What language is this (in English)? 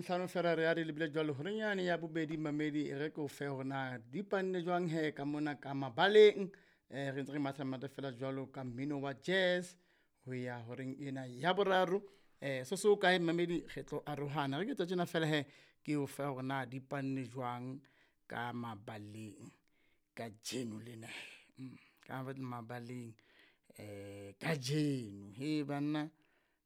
Southern Sotho